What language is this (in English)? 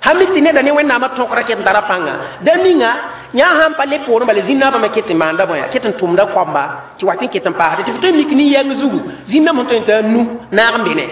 Mossi